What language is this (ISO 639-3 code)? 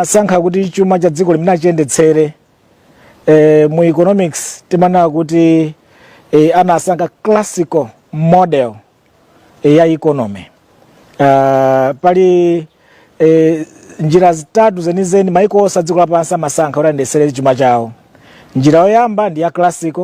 nya